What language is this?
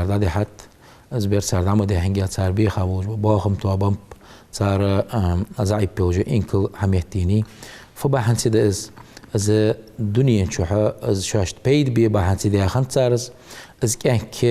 Ingush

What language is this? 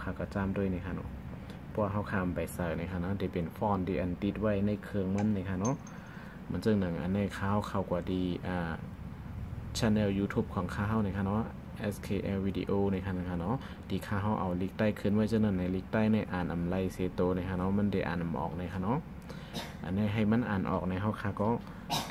Shan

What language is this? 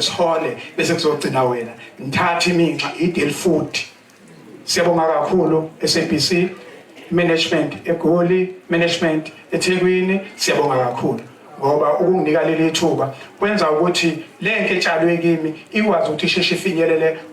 Zulu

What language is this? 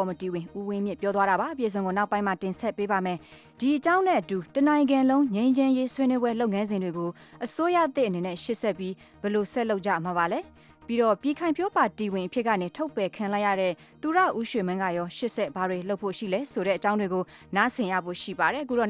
Burmese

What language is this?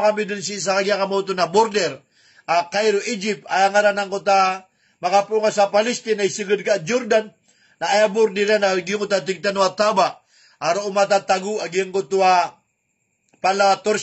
Maranao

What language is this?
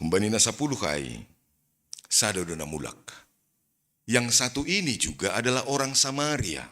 Batak Simalungun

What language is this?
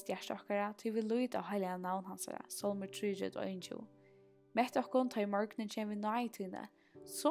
Faroese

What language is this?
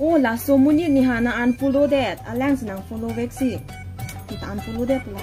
Karbi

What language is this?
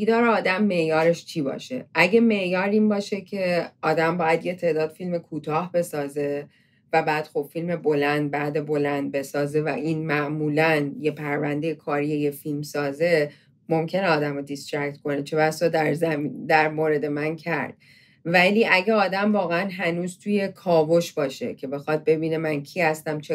Persian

